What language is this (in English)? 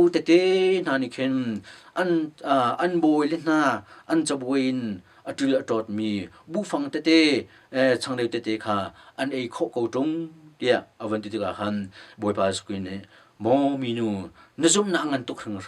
Hakha Chin